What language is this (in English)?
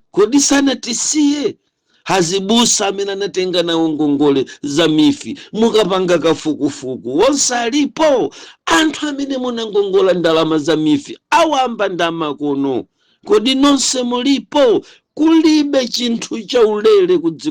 Nyanja